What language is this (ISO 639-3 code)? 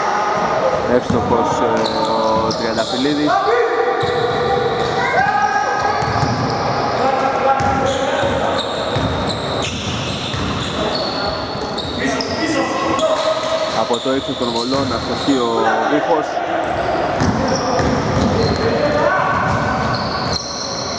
ell